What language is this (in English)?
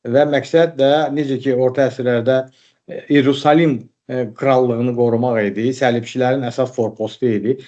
Azerbaijani